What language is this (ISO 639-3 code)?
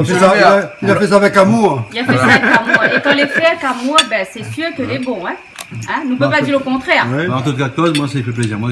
rcf